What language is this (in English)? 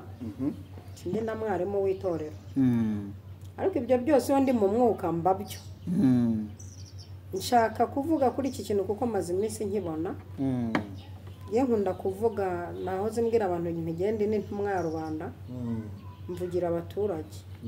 Kinyarwanda